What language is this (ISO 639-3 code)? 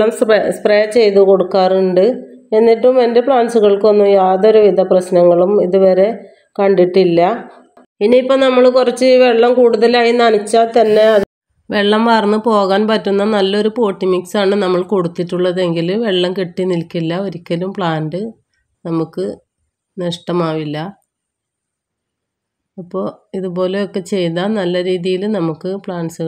mal